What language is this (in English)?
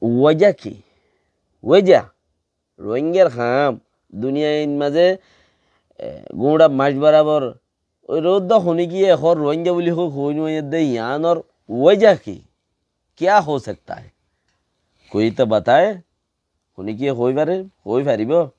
Rohingya